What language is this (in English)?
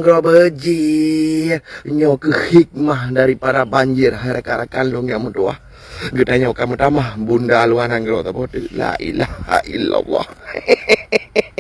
Achinese